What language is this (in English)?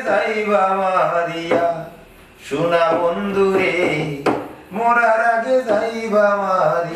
Sylheti